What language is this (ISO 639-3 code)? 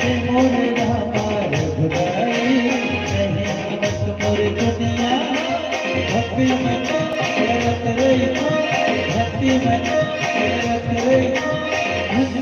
hne